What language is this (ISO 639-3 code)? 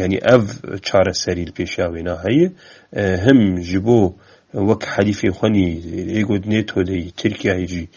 kur